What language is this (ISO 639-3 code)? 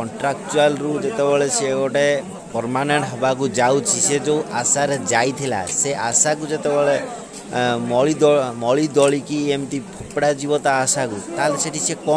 ori